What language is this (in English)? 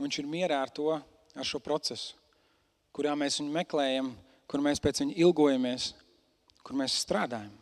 Latvian